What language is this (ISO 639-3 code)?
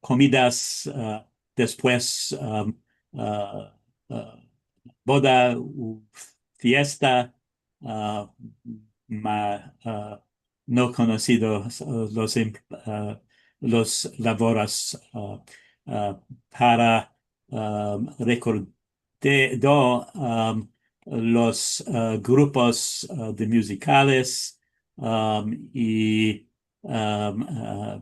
lad